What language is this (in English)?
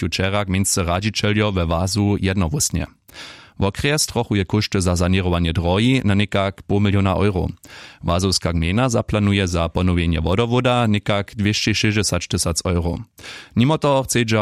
Upper Sorbian